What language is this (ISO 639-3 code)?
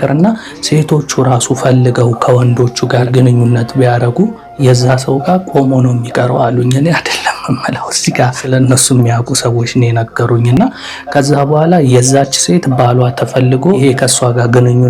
amh